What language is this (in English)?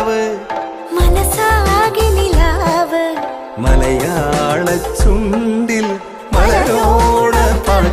Malayalam